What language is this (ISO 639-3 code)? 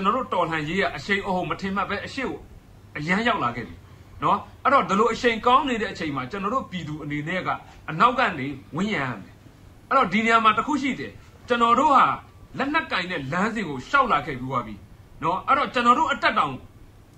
mya